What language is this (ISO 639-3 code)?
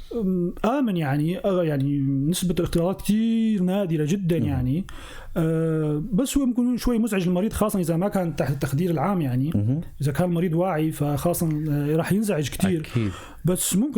apc